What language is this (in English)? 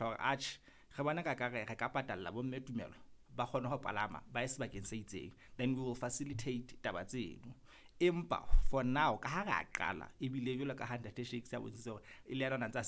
Southern Sotho